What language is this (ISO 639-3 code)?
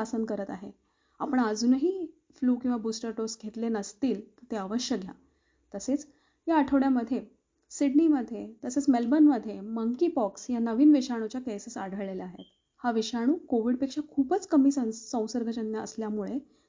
mar